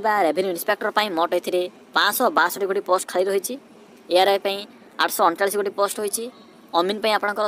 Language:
Odia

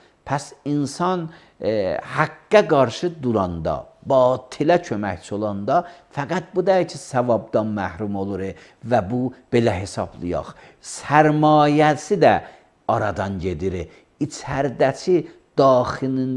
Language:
Azerbaijani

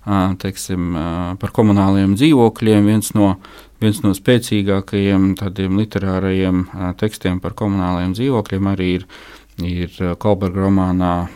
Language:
Latvian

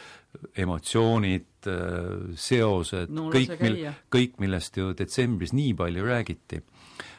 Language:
Estonian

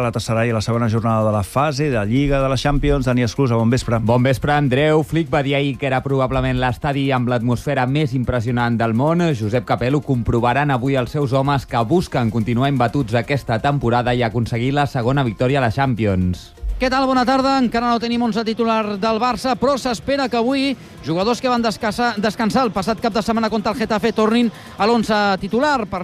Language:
Catalan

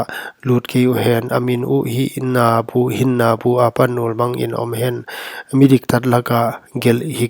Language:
Paite Chin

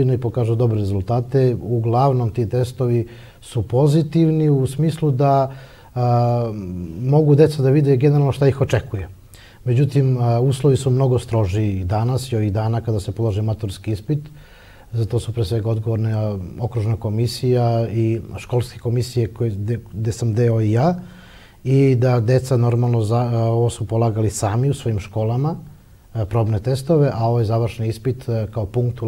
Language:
Serbian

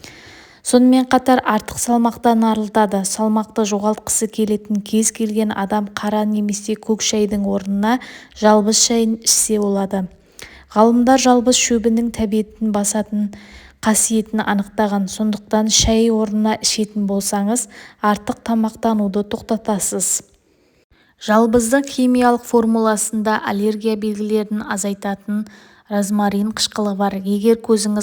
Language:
Kazakh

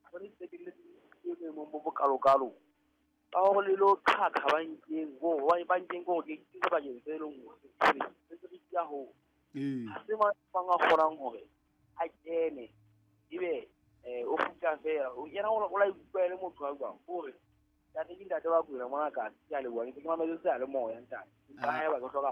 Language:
Southern Sotho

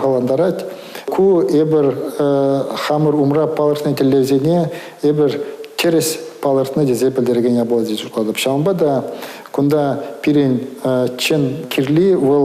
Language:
Chuvash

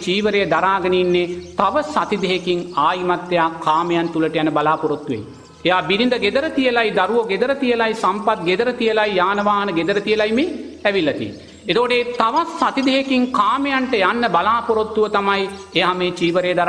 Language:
Sinhala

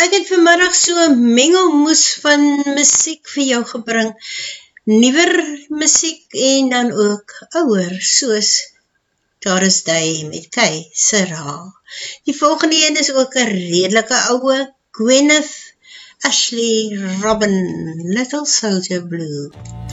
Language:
Afrikaans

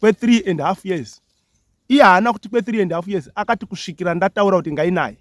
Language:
Shona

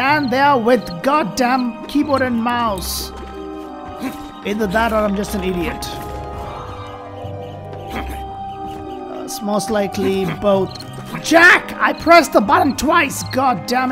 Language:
English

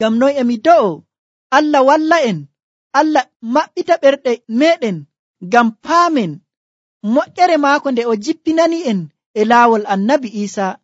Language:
Nigerian Fulfulde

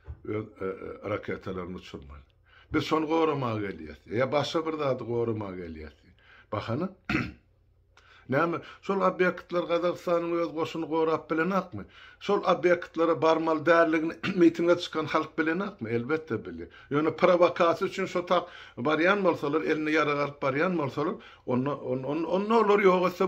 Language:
Turkmen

